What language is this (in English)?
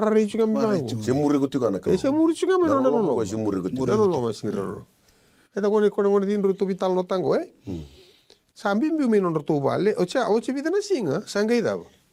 Fijian